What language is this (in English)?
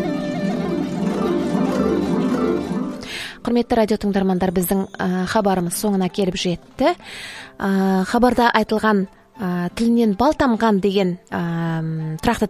Kazakh